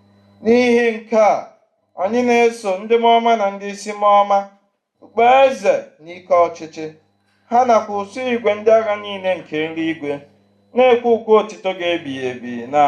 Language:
Igbo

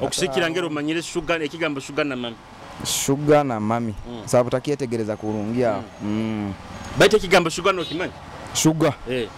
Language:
Nyoro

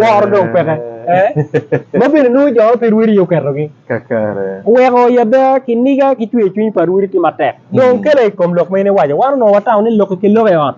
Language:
Acoli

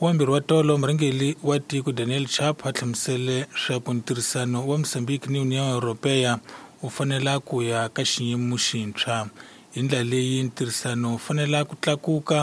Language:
Tsonga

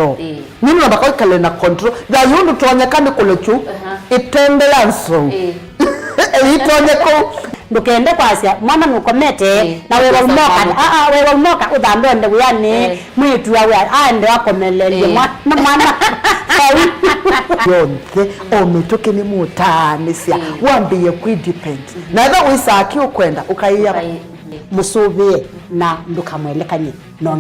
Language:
Kamba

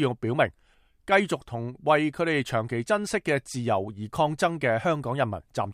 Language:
Cantonese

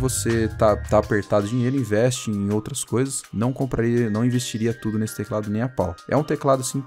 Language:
Portuguese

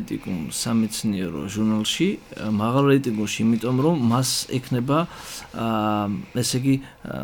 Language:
Georgian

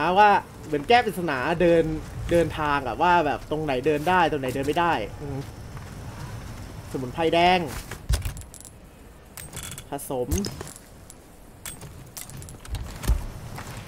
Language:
Thai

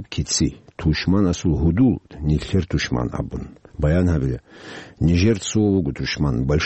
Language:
Avaric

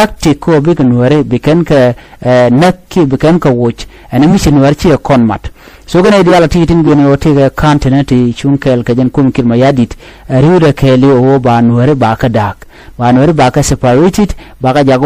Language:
Nuer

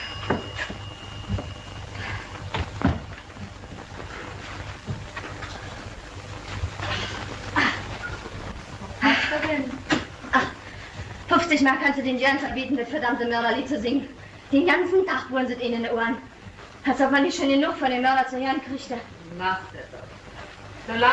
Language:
German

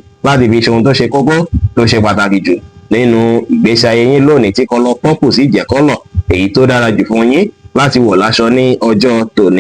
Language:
Yoruba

